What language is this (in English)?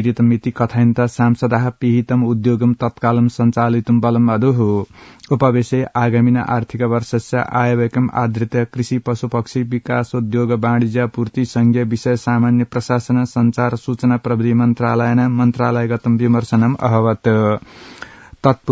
Sanskrit